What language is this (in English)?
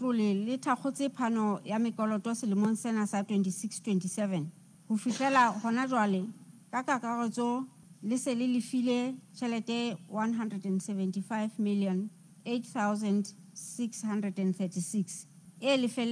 Southern Sotho